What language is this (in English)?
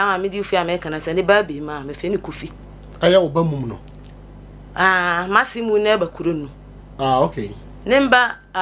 Akan